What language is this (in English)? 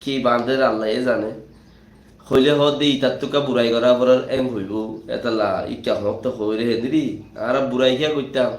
Rohingya